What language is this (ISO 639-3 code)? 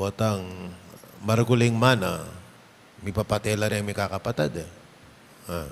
pam